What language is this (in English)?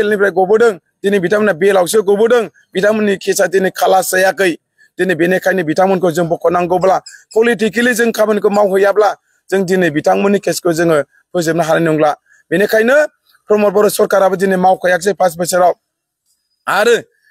Bodo